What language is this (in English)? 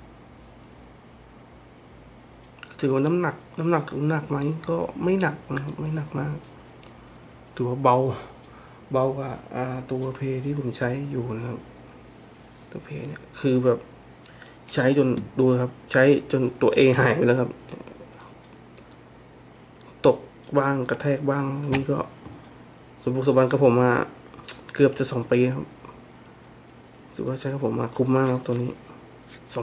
Thai